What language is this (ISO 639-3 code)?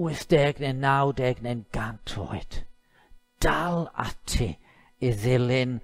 cym